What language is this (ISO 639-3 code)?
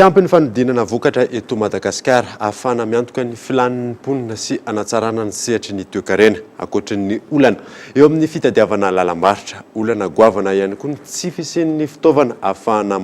mlg